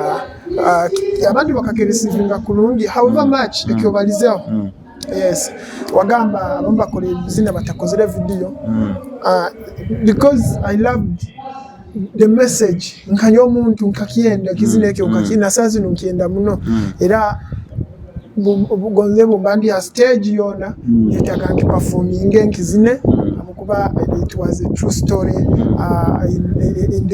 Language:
Nyoro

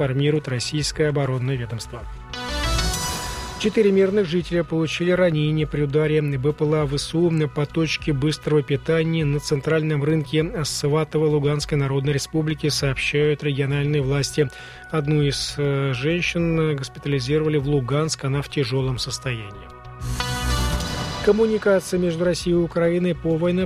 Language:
Russian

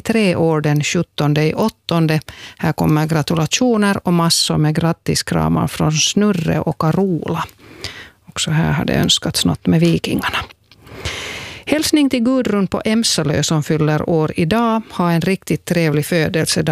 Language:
Swedish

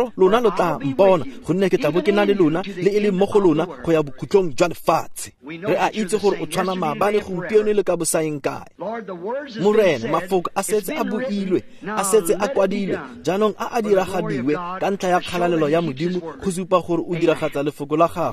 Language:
Tswana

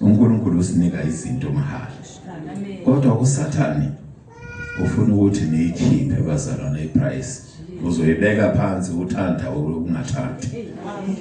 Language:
Zulu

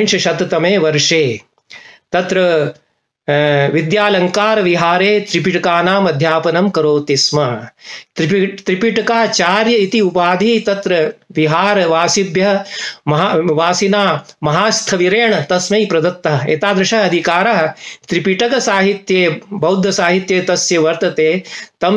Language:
Sanskrit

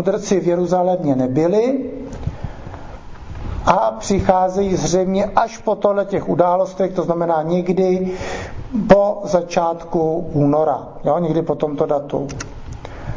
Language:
Czech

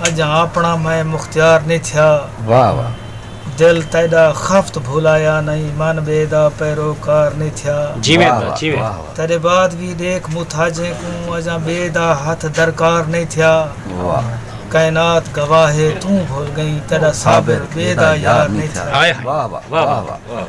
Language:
Saraiki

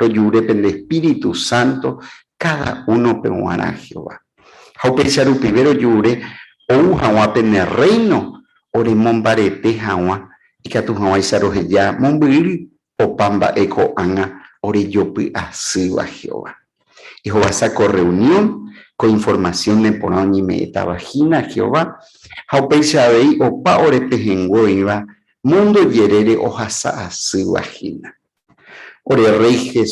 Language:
Guarani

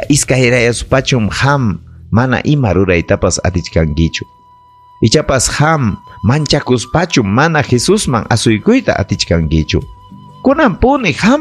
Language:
Ayacucho Quechua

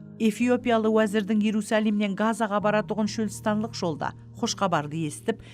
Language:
Kara-Kalpak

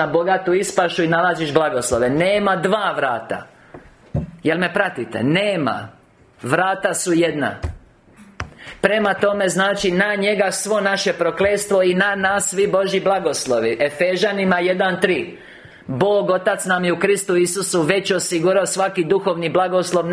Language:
Croatian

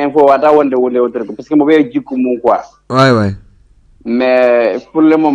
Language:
Fula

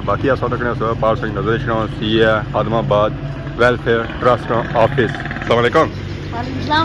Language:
Pahari-Potwari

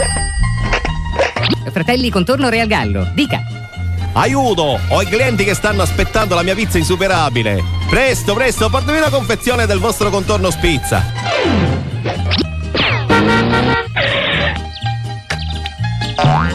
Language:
Italian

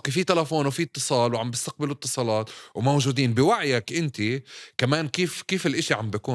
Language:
North Levantine Arabic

